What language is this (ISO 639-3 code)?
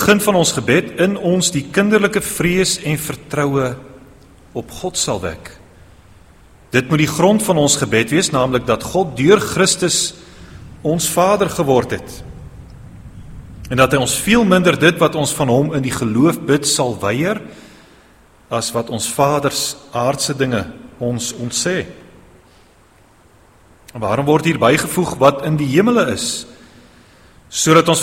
afr